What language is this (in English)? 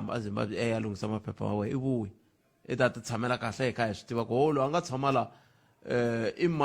Tsonga